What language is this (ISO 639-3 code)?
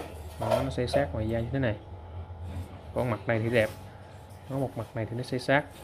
vie